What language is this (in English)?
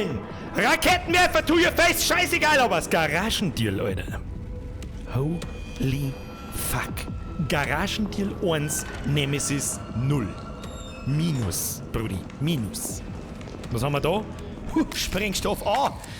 Bavarian